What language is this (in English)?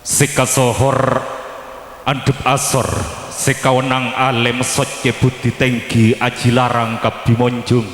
Madurese